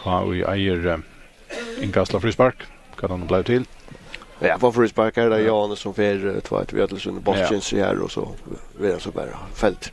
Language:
Faroese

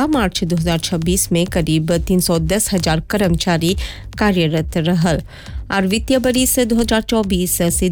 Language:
Bhojpuri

